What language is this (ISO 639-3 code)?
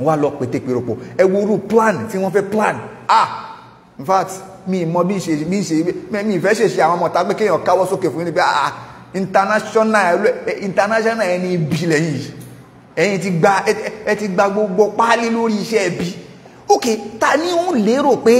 yor